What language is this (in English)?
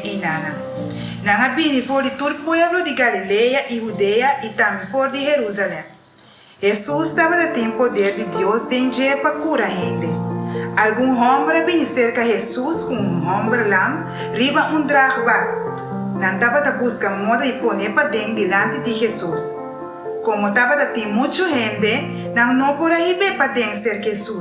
Papiamento